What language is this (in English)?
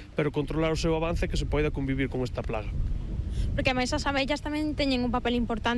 Galician